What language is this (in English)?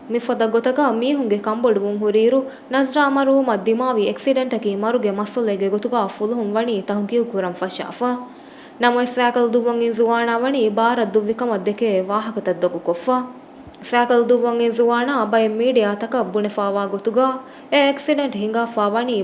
Divehi